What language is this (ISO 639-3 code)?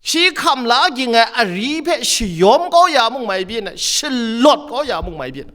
kac